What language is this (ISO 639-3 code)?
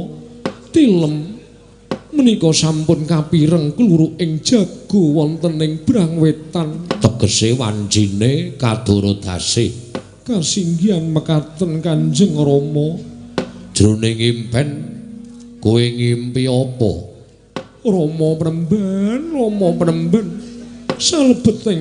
jav